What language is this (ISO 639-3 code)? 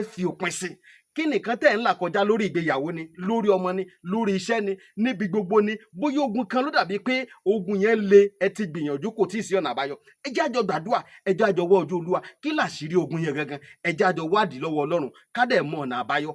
yor